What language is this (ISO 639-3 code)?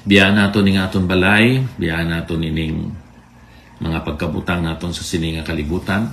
hil